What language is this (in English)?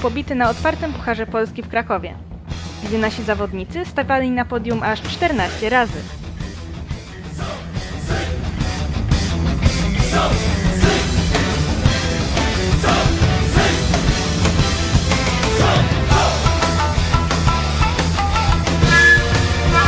Polish